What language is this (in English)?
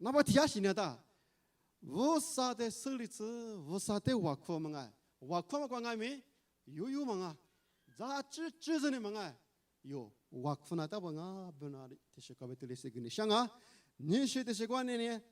Lisu